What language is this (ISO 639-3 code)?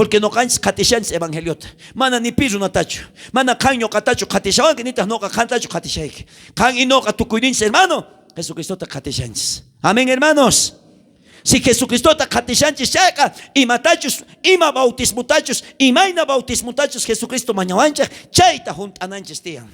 quh